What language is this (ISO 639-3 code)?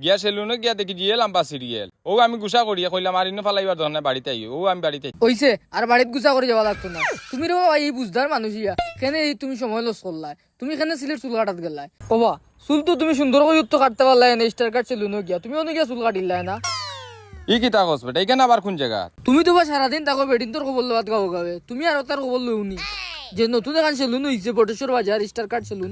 syl